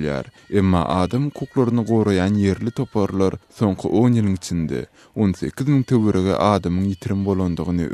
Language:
Turkmen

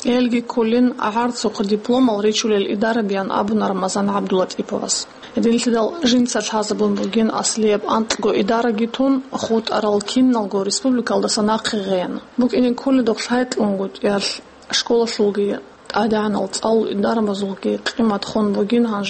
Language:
Avaric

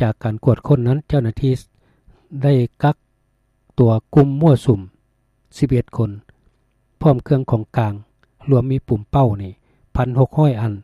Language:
Lao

